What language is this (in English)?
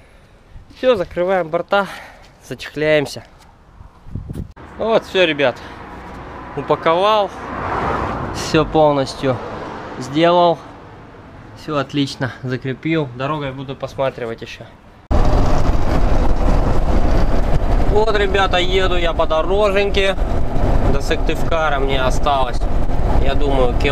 Russian